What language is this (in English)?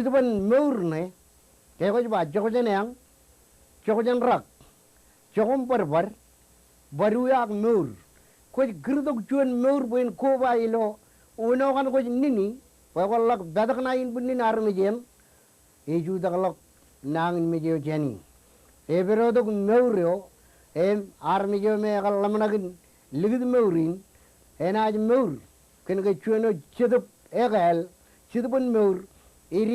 Marshallese